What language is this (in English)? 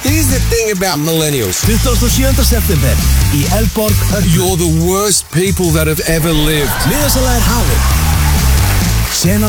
Icelandic